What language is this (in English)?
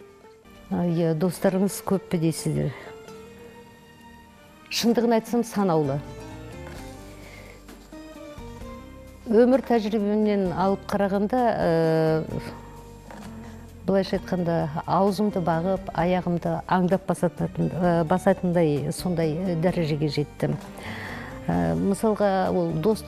Kazakh